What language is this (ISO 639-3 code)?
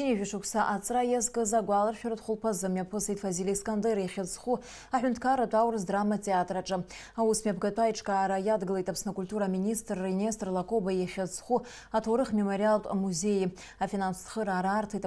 abk